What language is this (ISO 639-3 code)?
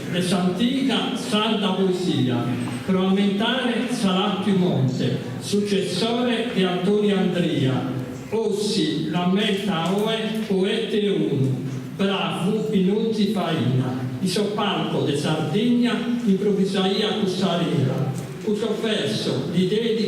srd